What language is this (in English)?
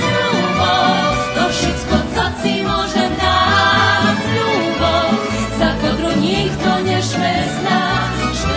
Rusyn